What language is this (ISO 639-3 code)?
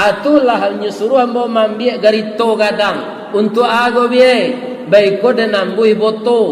min